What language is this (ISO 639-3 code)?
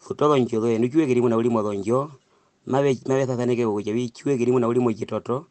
her